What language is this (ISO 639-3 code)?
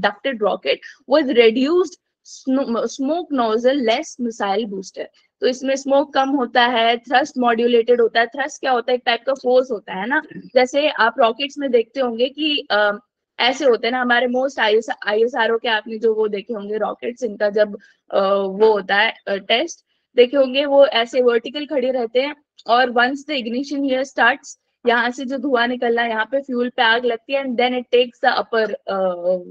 hin